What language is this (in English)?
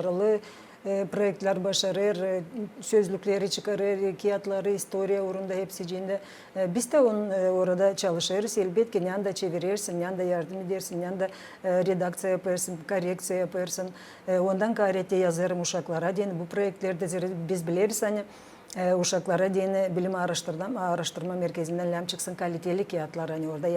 Gagauz